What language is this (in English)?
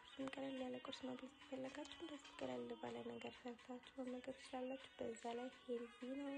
Amharic